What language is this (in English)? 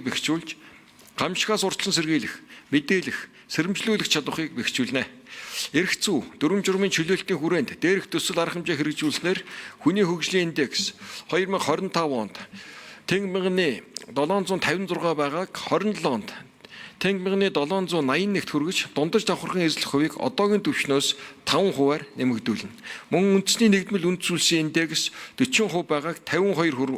Mongolian